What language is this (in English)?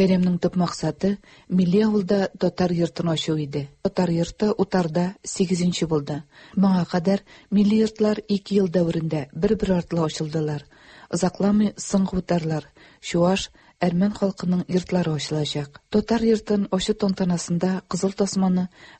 Tatar